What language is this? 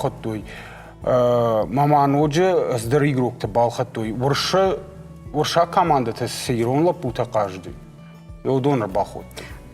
Ossetic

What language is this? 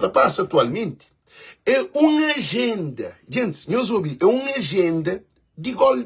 Kabuverdianu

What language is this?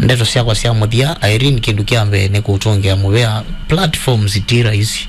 Kamba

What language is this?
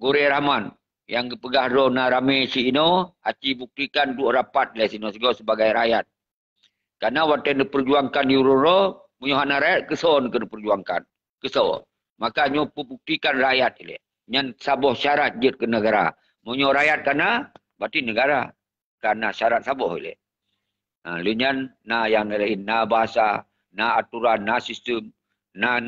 Achinese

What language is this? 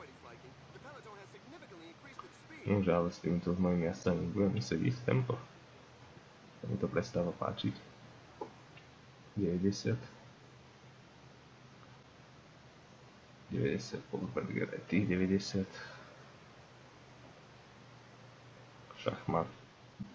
Slovak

